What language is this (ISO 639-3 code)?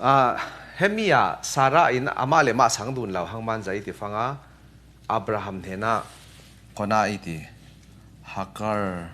cfm